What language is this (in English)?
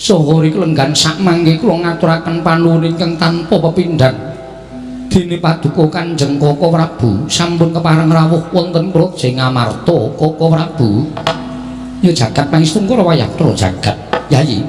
Javanese